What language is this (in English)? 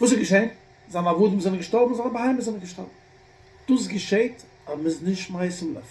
Yiddish